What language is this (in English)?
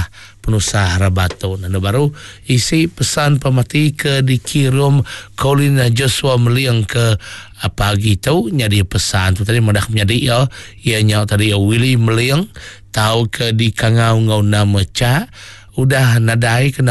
Iban